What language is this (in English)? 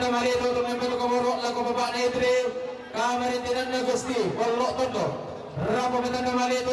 Toraja-Sa'dan